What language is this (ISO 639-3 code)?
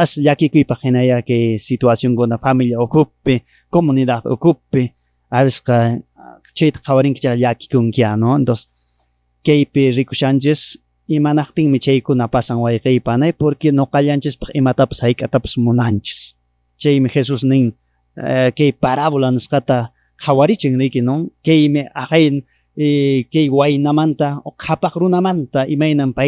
que